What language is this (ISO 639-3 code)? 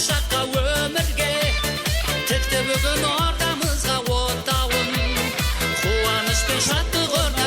kaa